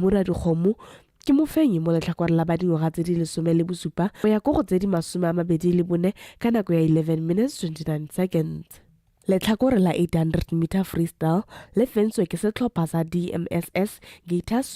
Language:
Tswana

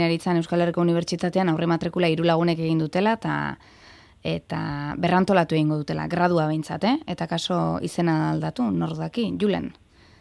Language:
Basque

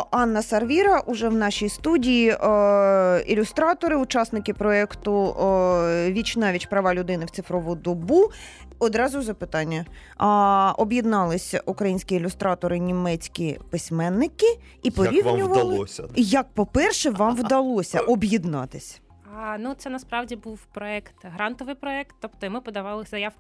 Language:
Ukrainian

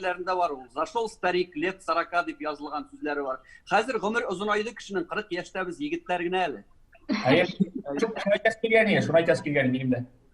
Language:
Tatar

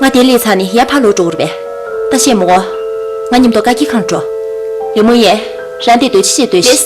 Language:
Tibetan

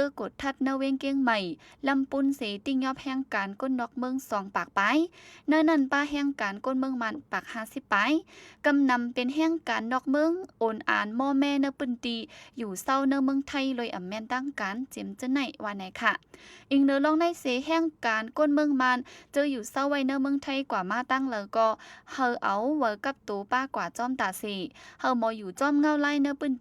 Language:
Shan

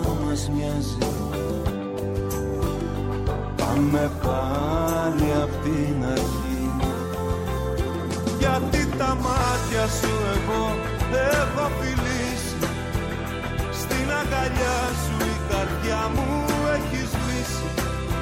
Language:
Greek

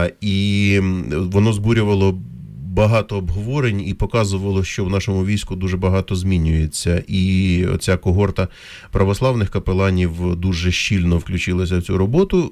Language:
Ukrainian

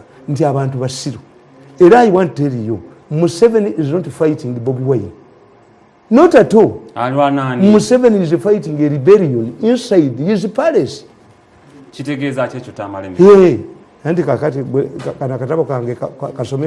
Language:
Ganda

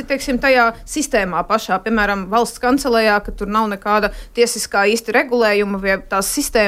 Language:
Latvian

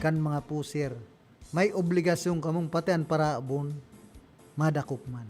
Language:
Bikol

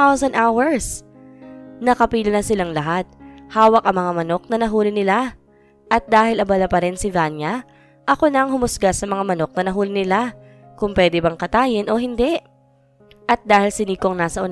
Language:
Filipino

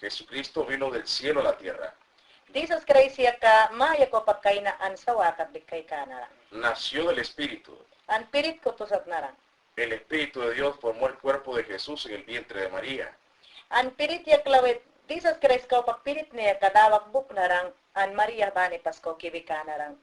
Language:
Mayangna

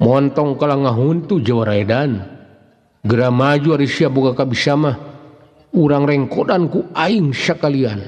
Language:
Sundanese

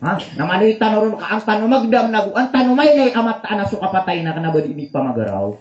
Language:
Maranao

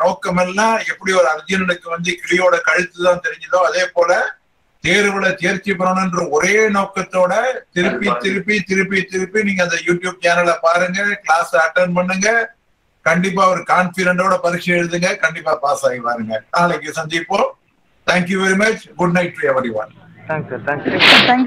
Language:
Tamil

